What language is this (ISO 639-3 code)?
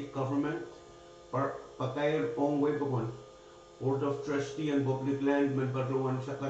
pon